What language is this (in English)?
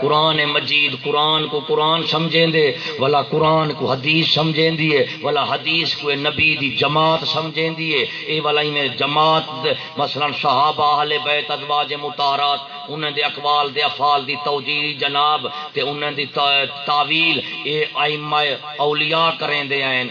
Saraiki